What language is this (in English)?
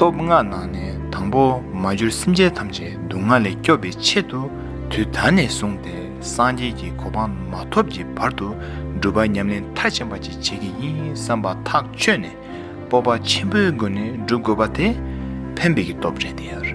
Tibetan